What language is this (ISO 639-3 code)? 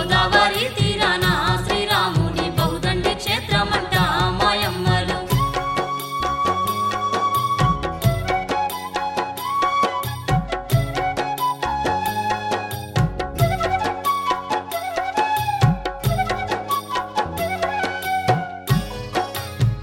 tel